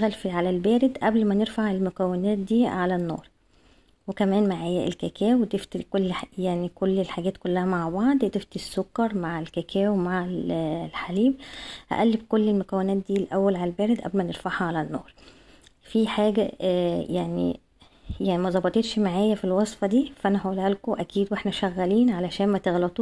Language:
Egyptian Arabic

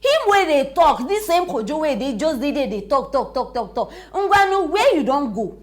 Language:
Nigerian Pidgin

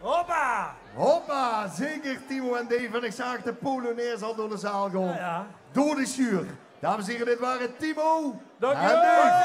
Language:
Limburgish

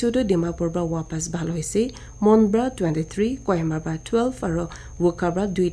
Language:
Naga Pidgin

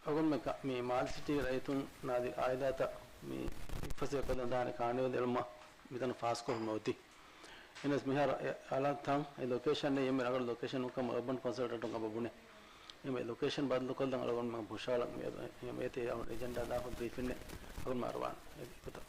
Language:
Divehi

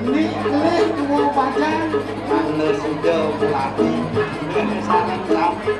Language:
Balinese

